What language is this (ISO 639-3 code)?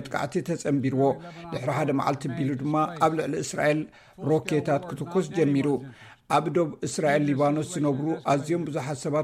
tir